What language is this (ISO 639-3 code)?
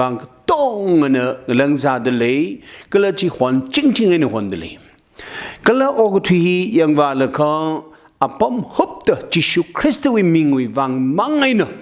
nmf